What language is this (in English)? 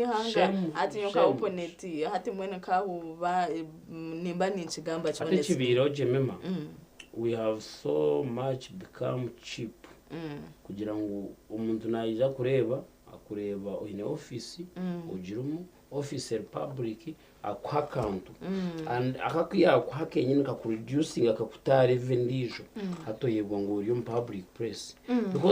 Nyankole